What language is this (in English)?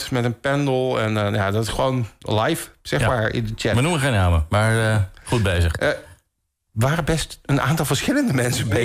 Dutch